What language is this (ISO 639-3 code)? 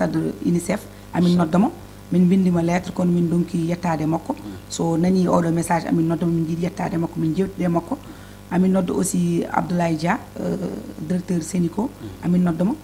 ful